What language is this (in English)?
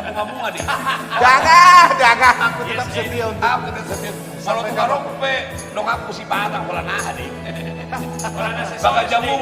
Batak Toba